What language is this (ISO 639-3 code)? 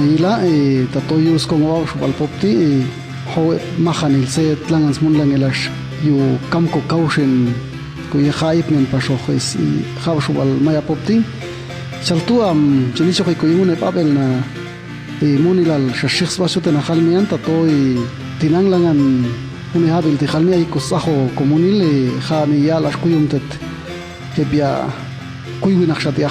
jac